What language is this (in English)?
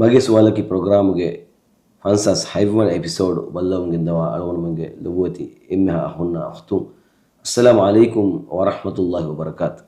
Divehi